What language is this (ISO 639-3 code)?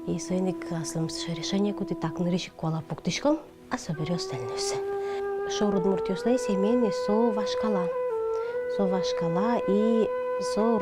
udm